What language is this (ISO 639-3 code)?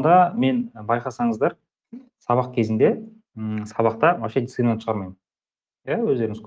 kaz